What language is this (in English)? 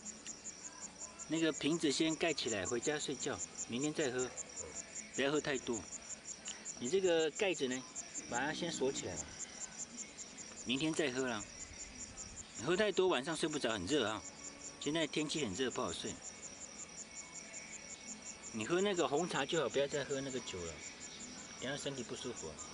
Chinese